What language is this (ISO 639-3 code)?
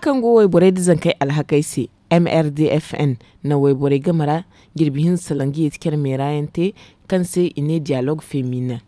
dje